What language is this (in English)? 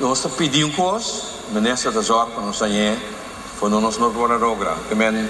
Papiamento